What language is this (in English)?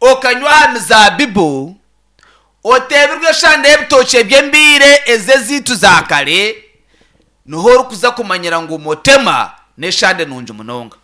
Nyankole